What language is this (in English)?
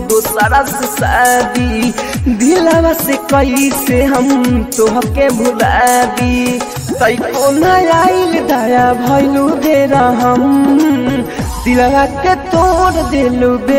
Bhojpuri